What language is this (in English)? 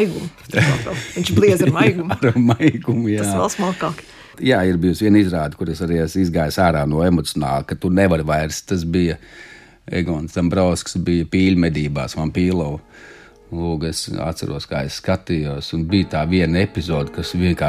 Latvian